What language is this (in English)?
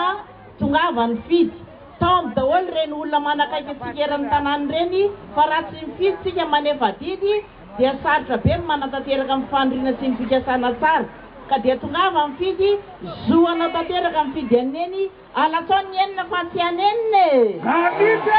Malagasy